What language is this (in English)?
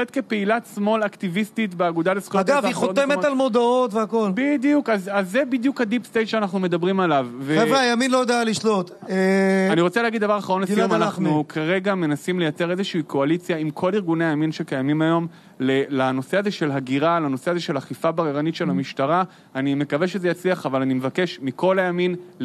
Hebrew